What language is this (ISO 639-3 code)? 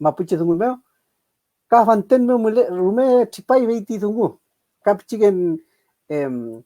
arn